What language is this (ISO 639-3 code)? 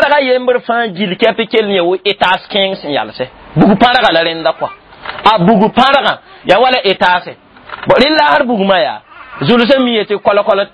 mos